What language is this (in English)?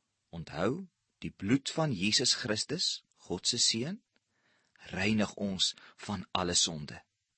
Afrikaans